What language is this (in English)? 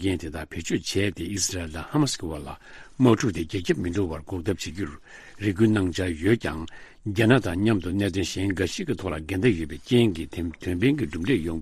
Tibetan